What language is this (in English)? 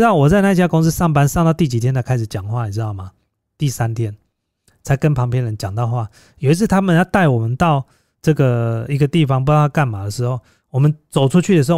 Chinese